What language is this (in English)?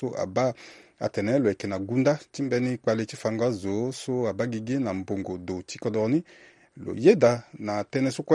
Sango